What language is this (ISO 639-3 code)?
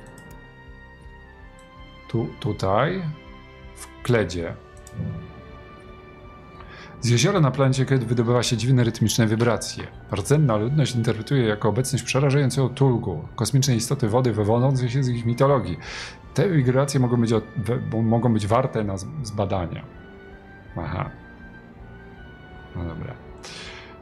pol